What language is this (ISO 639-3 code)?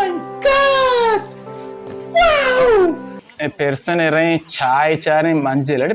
bal